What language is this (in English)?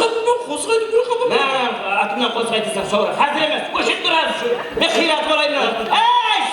Kara-Kalpak